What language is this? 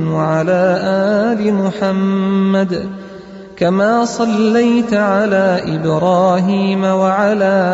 Arabic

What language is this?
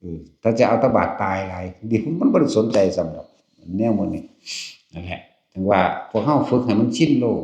Northeastern Thai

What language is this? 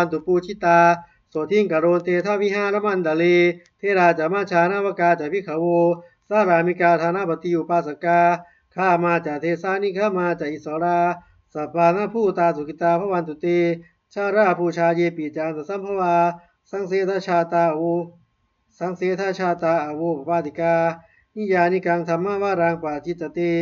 Pali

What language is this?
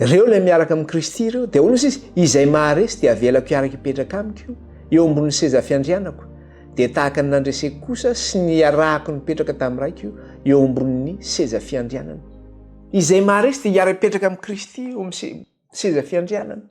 Malagasy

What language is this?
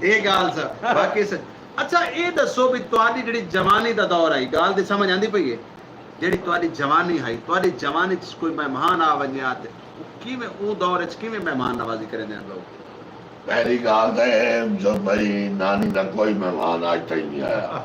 Saraiki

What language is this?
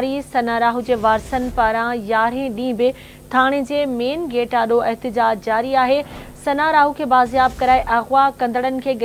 Sindhi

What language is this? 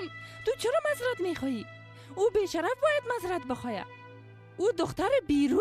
Persian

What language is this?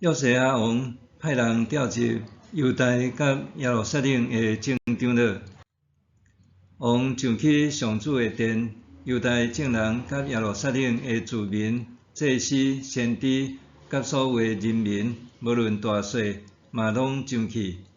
Min Nan Chinese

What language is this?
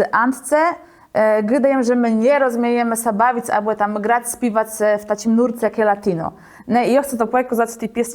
Kashubian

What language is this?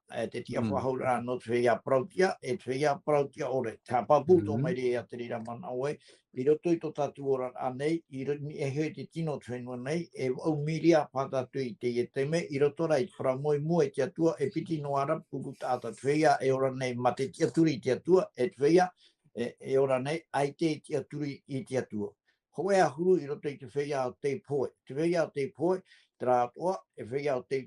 Tahitian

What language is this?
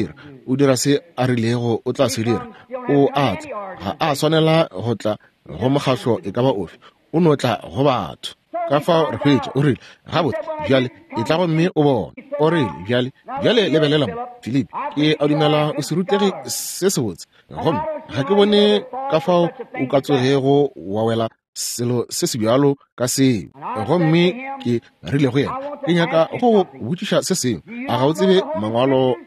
Northern Sotho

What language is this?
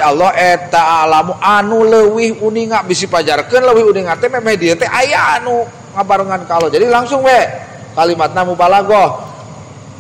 Sundanese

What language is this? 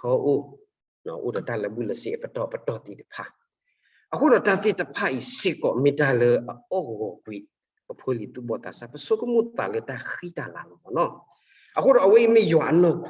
S'gaw Karen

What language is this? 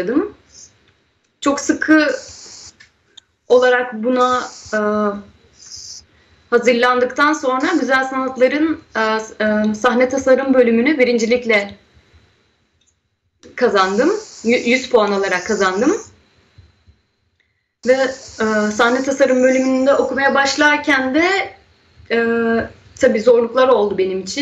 Turkish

